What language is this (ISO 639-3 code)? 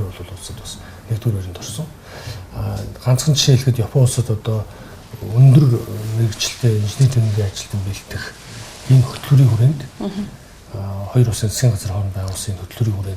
mon